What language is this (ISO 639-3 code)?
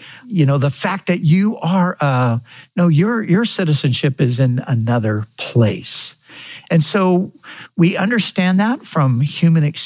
eng